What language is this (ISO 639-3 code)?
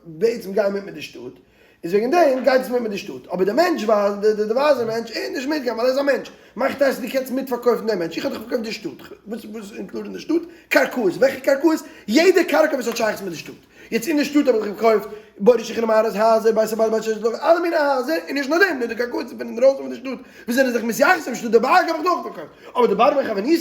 yid